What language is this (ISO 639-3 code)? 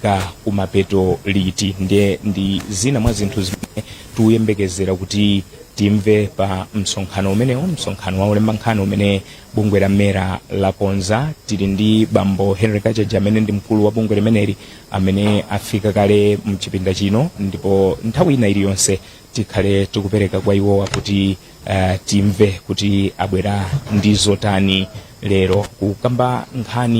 nya